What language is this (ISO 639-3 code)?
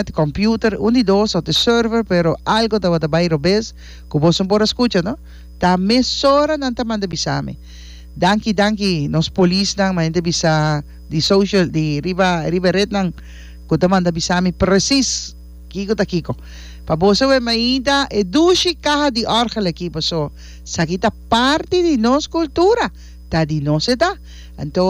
pap